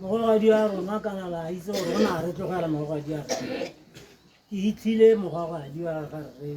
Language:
Tswana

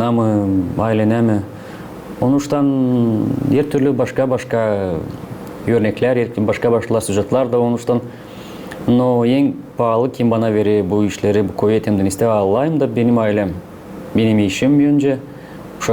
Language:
Gagauz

